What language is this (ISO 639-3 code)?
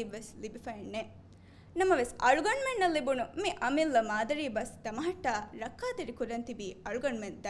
div